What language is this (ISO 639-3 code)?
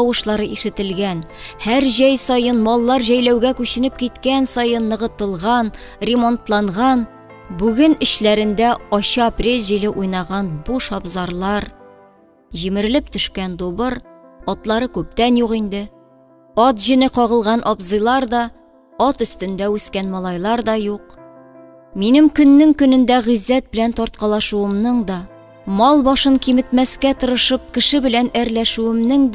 tat